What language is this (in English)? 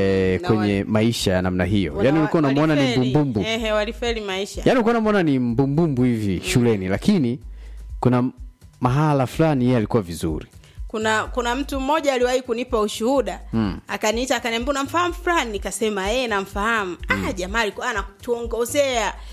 Swahili